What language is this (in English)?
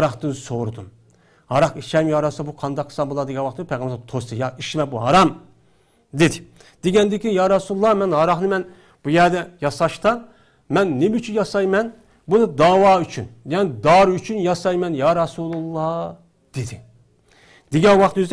Uyghur